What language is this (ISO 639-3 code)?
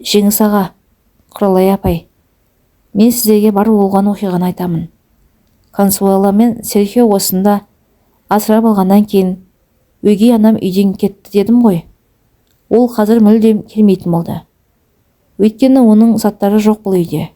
kaz